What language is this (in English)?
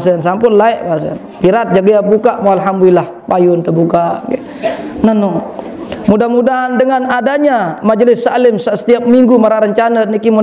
Sasak